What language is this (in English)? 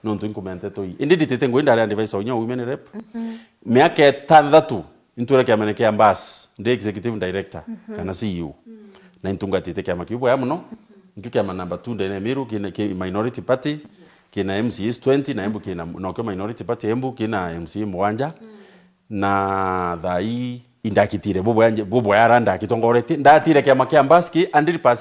Meru